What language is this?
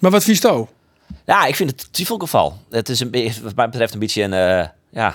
Western Frisian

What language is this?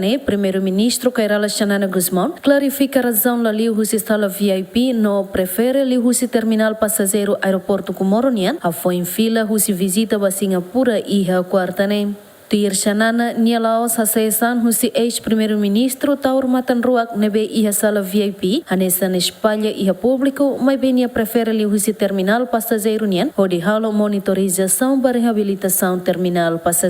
Tetum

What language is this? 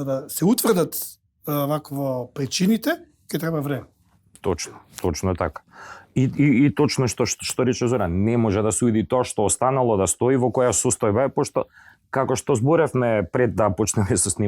Macedonian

